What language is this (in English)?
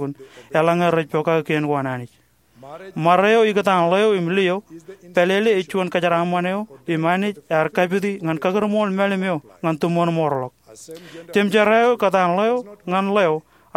Marshallese